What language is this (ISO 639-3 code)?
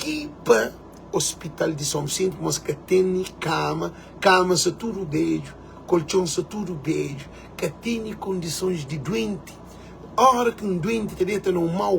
kea